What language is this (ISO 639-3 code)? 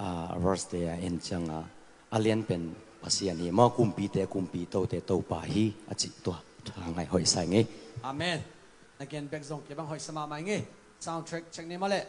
ctd